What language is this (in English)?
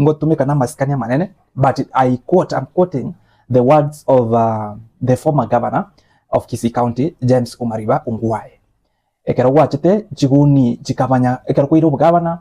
Gusii